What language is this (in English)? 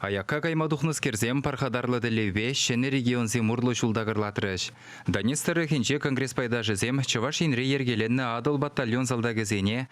Chuvash